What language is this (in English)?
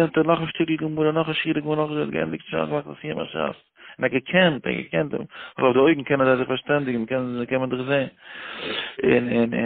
Yiddish